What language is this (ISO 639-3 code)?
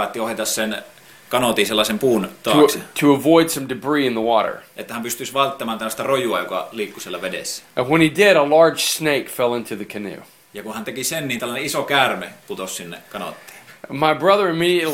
fin